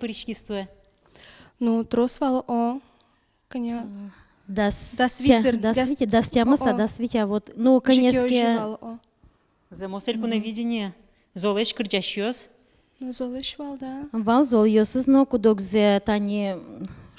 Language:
Udmurt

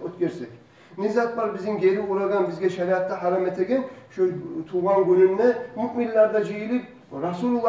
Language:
Kumyk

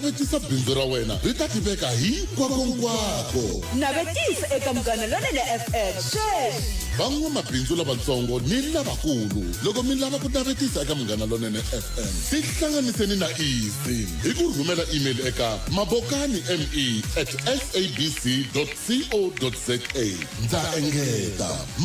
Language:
Tsonga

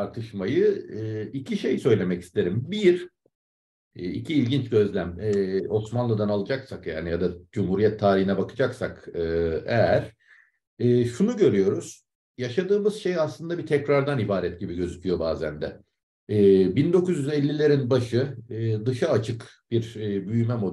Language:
Turkish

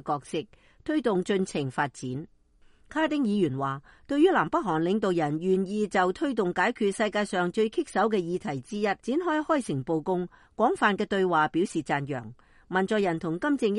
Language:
Cantonese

